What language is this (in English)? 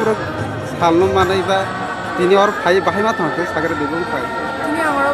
Kok Borok